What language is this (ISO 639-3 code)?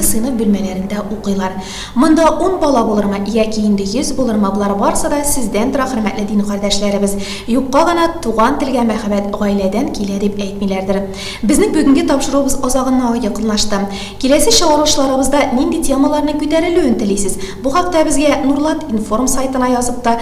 tat